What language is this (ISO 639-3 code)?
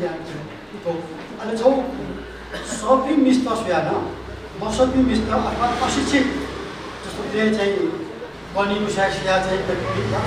new